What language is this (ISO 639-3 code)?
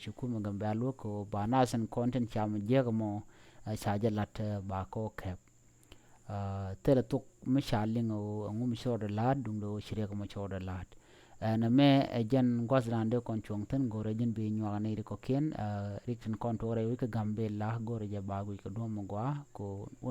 nus